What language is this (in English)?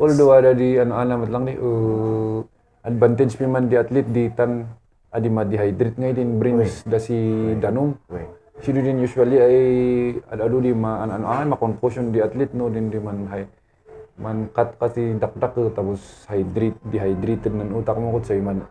Kankanaey